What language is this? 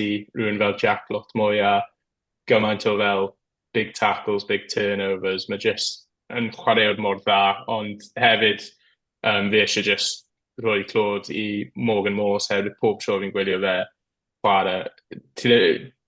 Welsh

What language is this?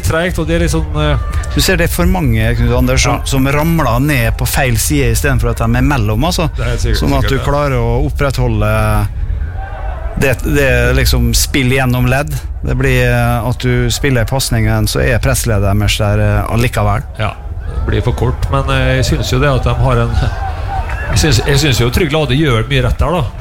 Norwegian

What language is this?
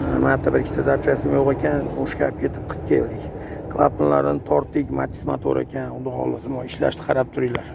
Uzbek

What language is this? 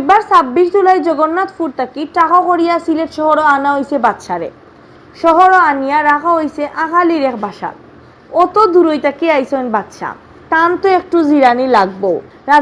Sylheti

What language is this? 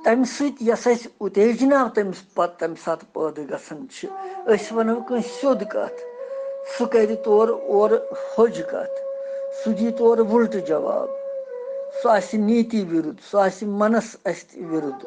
Kashmiri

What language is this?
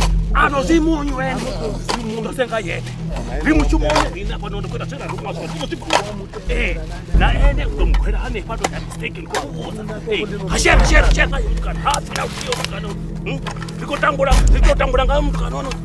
Venda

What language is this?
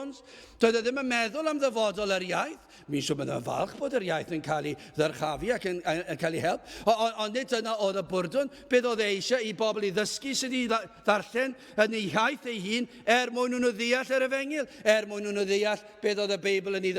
Welsh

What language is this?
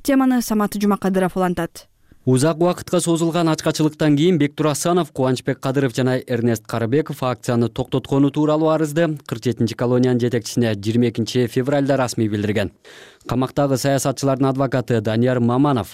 Kyrgyz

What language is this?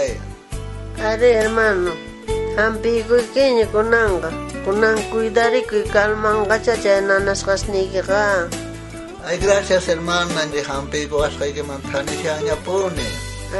South Bolivian Quechua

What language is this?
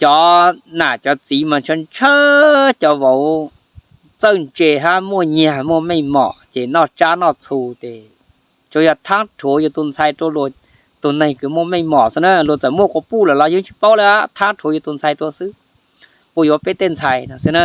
Hmong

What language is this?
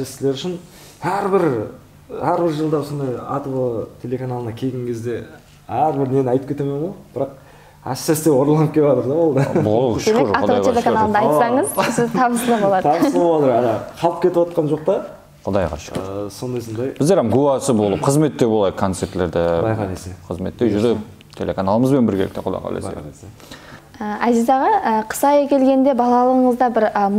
Kara-Kalpak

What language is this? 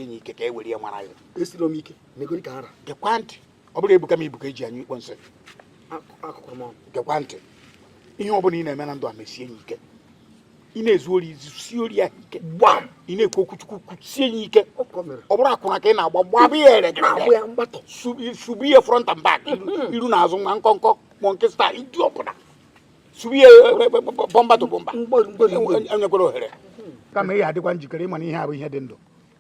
Igbo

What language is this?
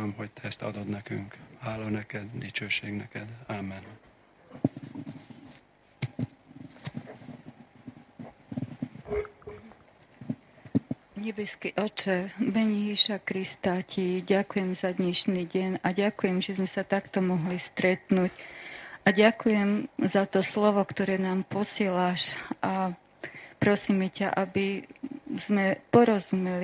Slovak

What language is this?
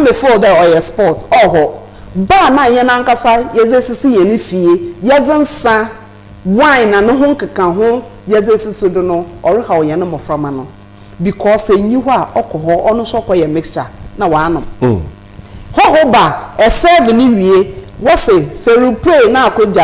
Akan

